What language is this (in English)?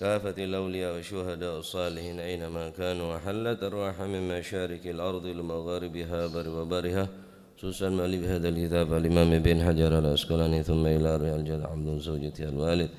Madurese